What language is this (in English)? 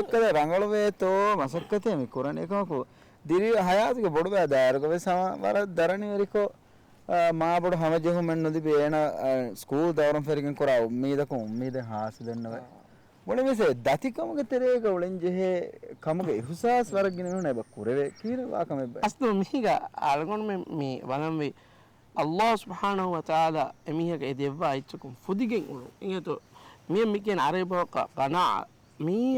Divehi